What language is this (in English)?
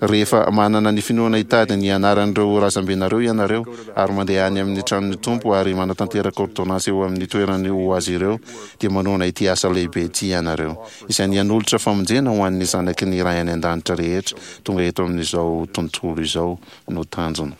Malagasy